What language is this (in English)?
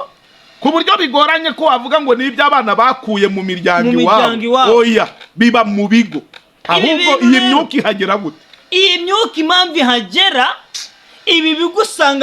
Kinyarwanda